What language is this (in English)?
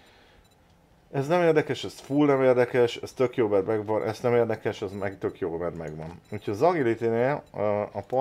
Hungarian